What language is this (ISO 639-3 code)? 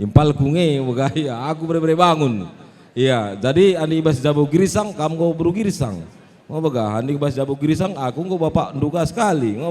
btx